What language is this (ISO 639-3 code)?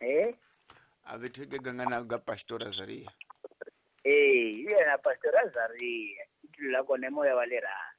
tso